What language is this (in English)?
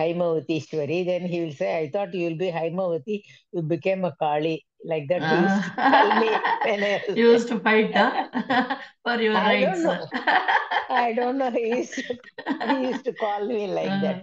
Sanskrit